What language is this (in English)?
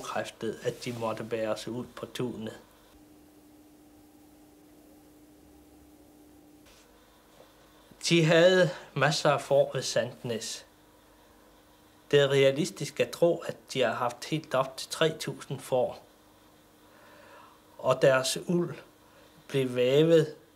Danish